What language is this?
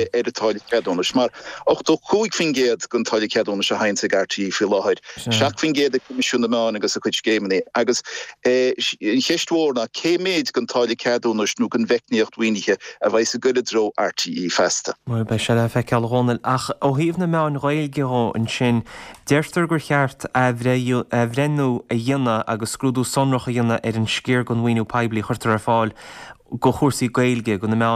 Irish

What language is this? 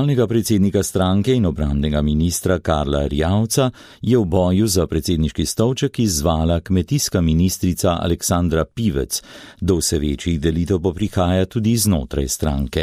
Slovenian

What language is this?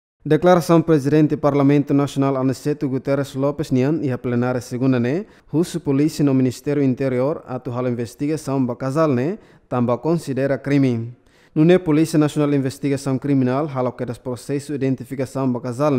Tetum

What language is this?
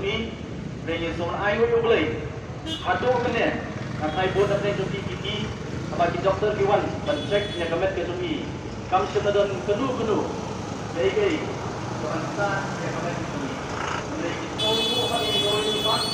Khasi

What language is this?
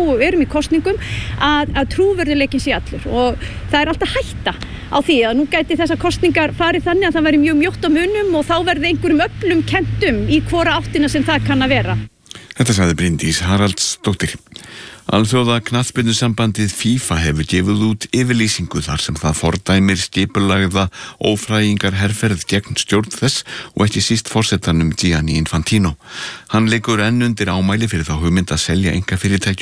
Icelandic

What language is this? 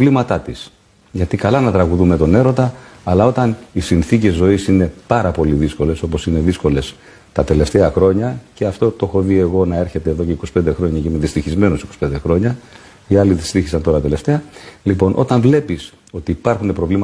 Greek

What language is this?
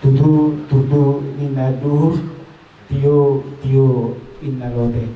Batak Toba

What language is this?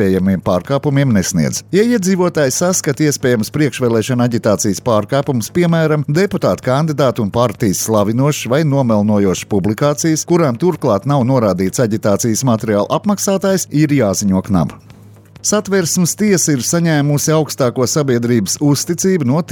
Latvian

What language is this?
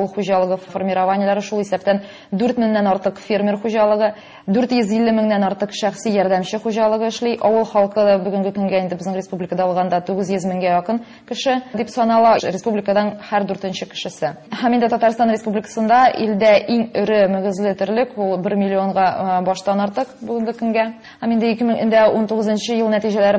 Tatar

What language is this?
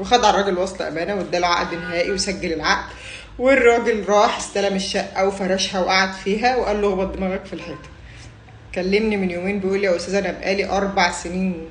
Egyptian Arabic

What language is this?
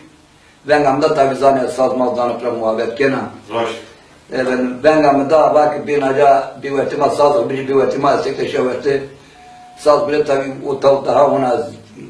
Zaza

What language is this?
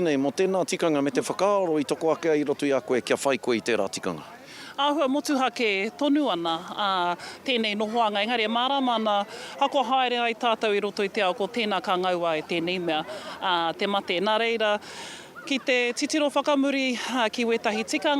Māori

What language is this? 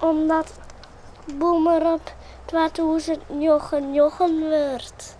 Western Frisian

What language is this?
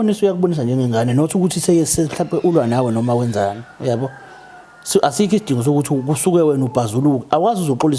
Zulu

